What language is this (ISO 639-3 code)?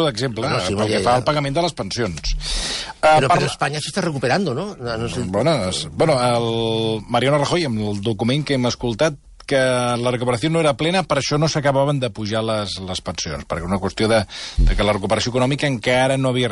cat